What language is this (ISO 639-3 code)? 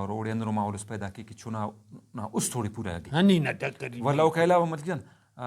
brh